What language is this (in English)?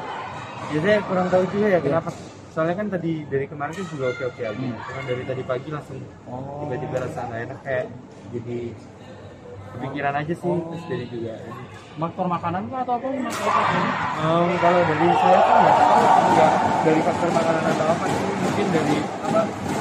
Indonesian